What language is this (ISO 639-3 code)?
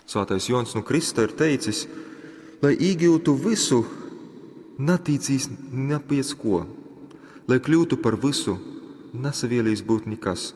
ltg